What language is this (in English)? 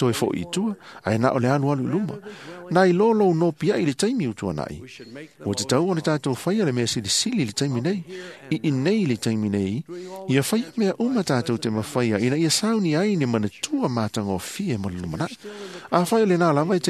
Samoan